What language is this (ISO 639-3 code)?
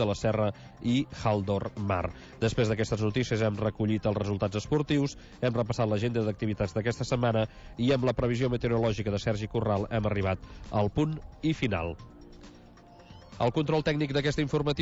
cat